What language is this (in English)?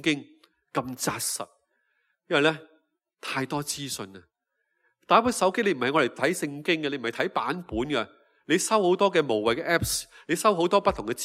Cantonese